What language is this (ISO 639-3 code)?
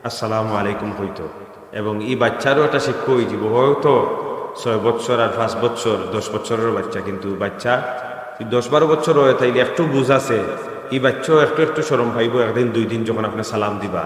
syl